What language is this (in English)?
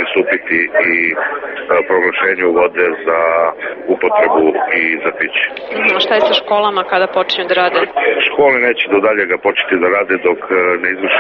Serbian